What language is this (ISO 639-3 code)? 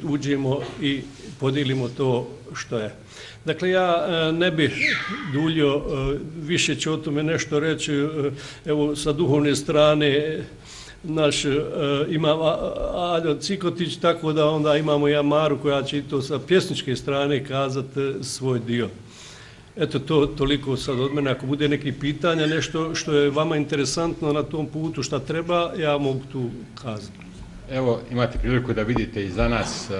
bos